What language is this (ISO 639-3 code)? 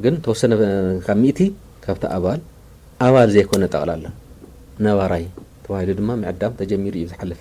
tir